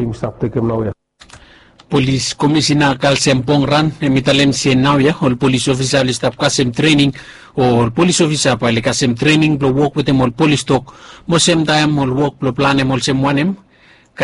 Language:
Bislama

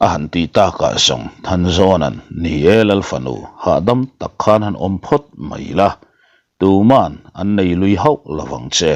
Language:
Mizo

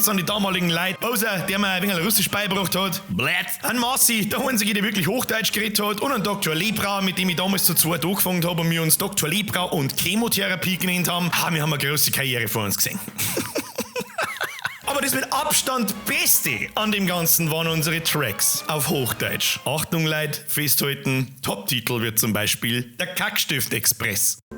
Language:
Bavarian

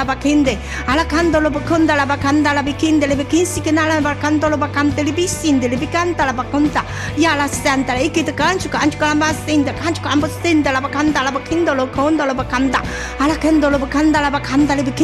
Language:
Chinese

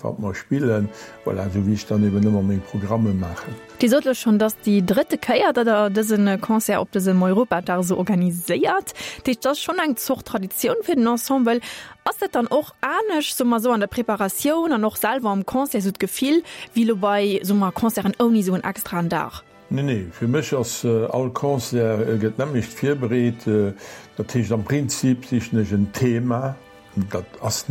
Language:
Luxembourgish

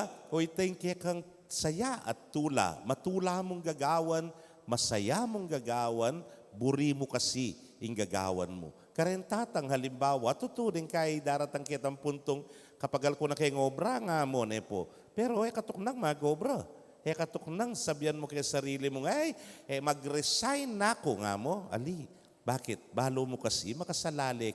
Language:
Pampanga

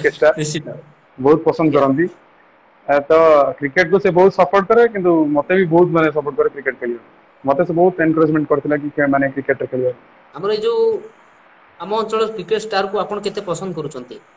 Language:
Odia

